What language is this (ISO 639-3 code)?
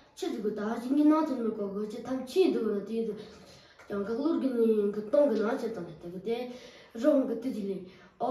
adx